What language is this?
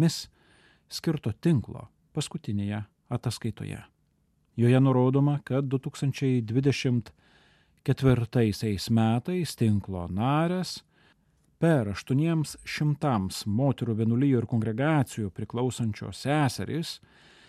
Lithuanian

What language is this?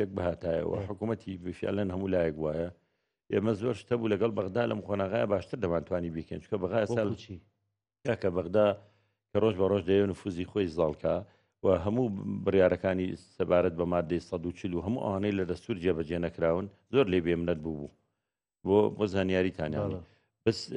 Central Kurdish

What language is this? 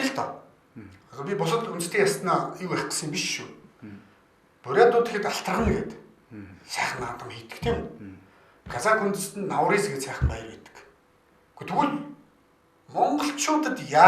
Mongolian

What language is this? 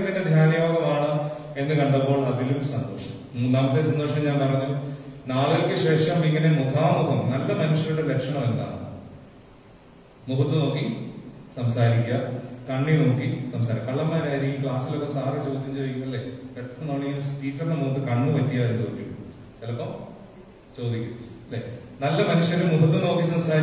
Malayalam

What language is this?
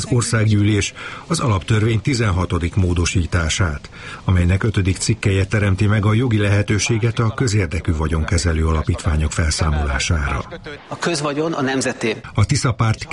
Hungarian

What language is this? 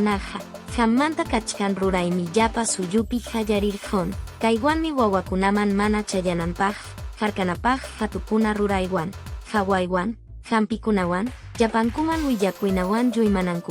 Quechua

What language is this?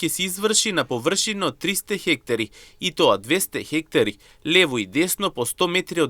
Macedonian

